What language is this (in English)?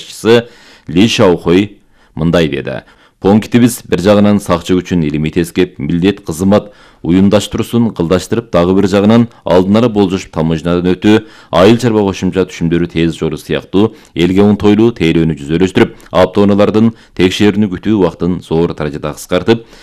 Kyrgyz